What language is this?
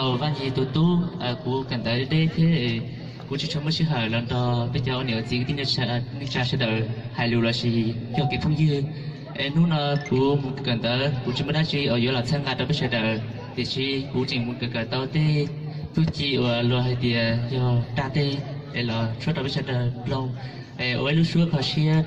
Hmong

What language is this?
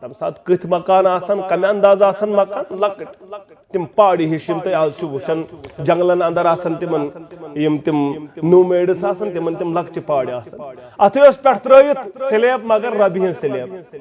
Kashmiri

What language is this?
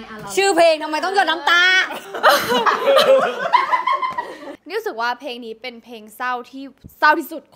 Thai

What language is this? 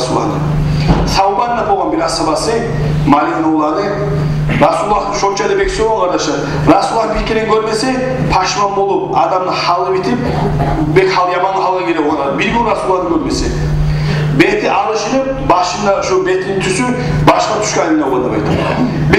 Kumyk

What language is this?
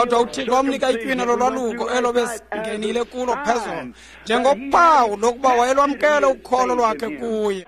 Xhosa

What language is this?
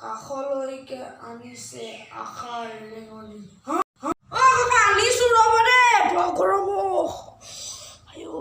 Assamese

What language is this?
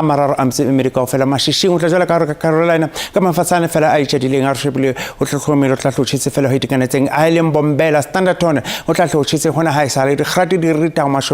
Southern Sotho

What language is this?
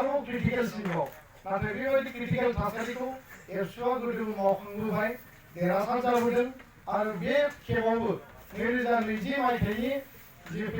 Bodo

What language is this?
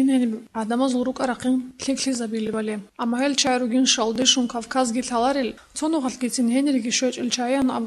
Avaric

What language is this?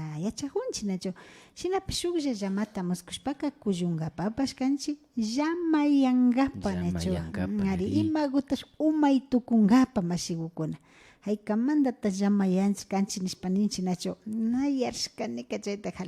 Imbabura Highland Quichua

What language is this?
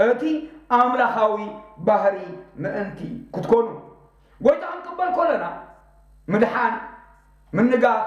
Tigrinya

